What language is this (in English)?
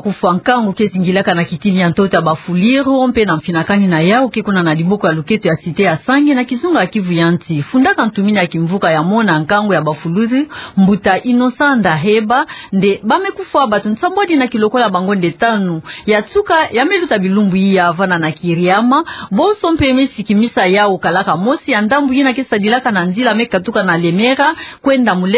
Kituba (Democratic Republic of Congo)